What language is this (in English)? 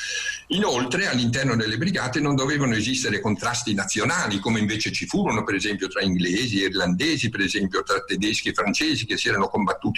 Italian